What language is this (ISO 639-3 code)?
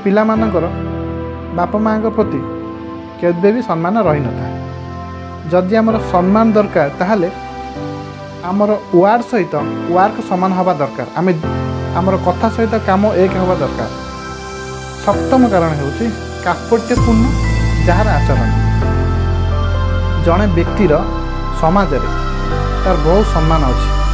ori